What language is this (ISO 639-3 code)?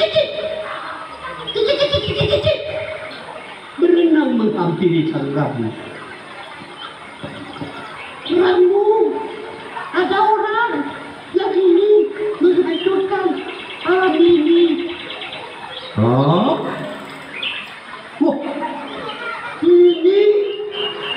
ind